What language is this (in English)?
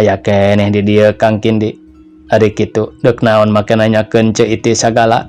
Sundanese